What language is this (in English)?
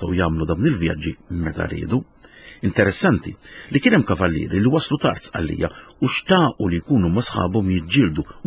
Maltese